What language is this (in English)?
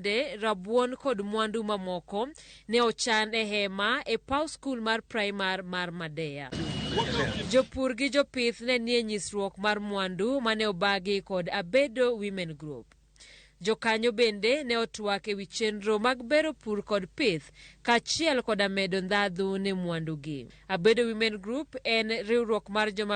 Luo (Kenya and Tanzania)